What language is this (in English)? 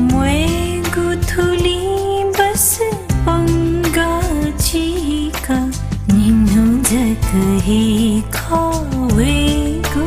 Newari